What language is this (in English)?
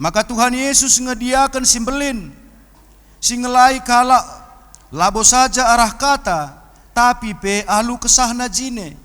Batak Karo